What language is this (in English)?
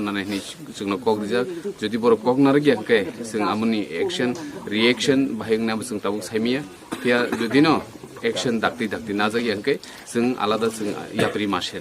Kok Borok